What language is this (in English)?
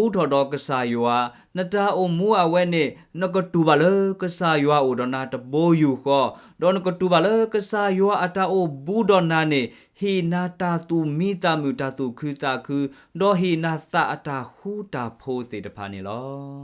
S'gaw Karen